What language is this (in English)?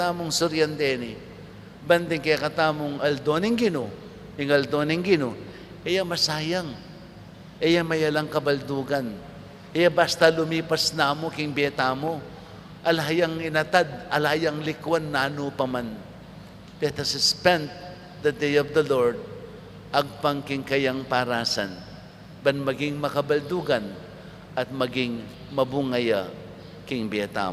Pampanga